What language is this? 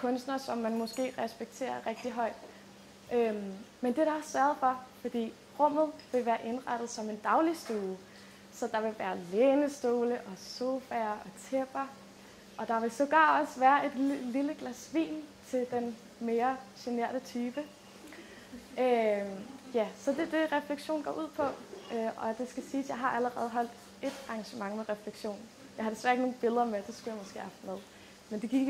Danish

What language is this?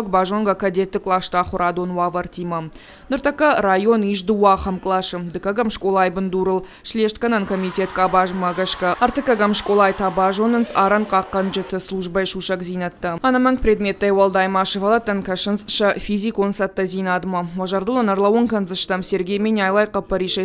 Ossetic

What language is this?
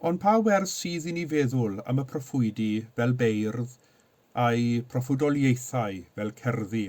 Welsh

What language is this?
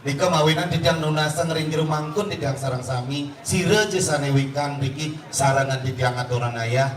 Balinese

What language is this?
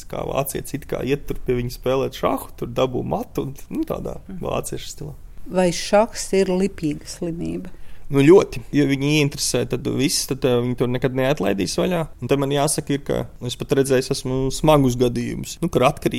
Latvian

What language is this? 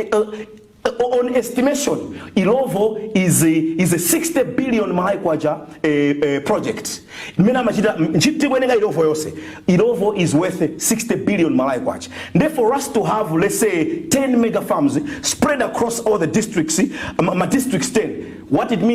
Nyanja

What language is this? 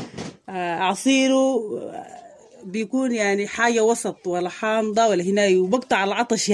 Sudanese Arabic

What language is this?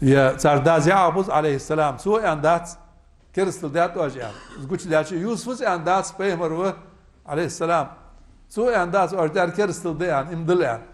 Ingush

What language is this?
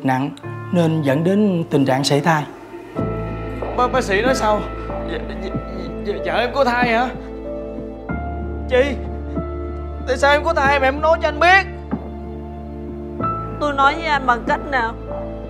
Vietnamese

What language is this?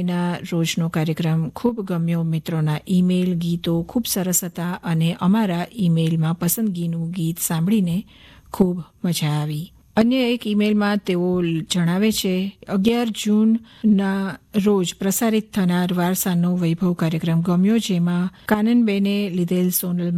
Gujarati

